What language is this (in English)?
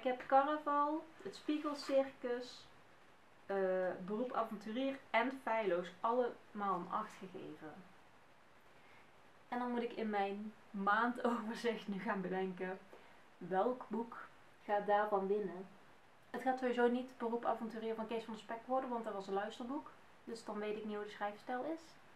Dutch